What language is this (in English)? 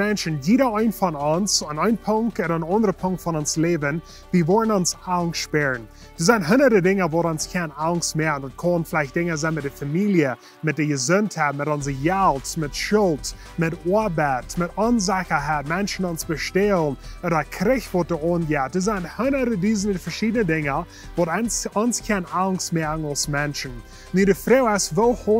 Plautdietsch